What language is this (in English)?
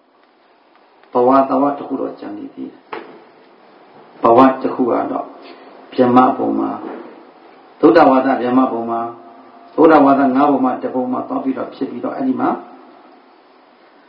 Burmese